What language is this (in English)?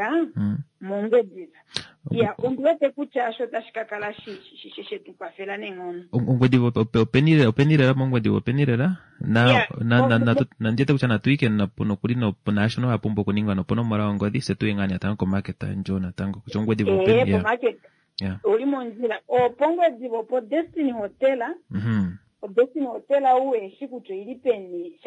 Kuanyama